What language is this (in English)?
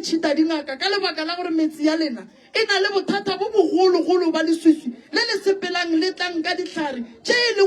Northern Sotho